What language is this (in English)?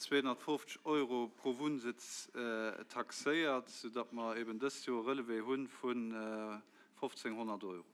Luxembourgish